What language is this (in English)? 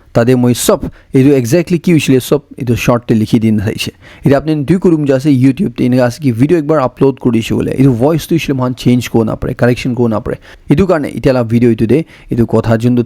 Naga Pidgin